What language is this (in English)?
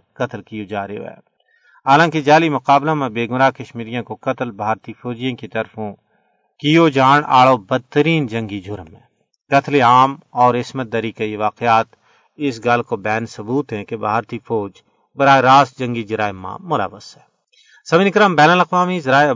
Gujari